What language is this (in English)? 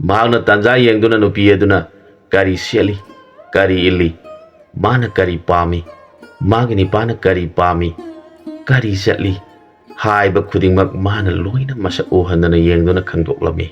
Manipuri